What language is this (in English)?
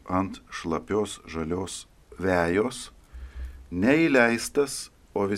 Lithuanian